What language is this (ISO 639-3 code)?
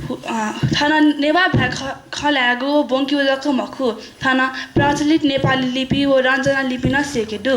new